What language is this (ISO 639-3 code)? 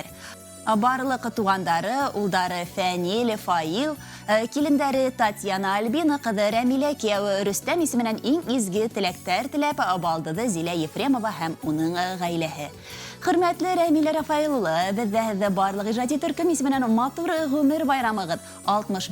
bak